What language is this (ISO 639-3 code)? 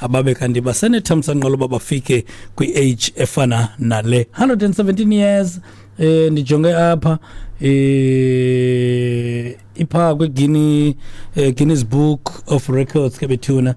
xho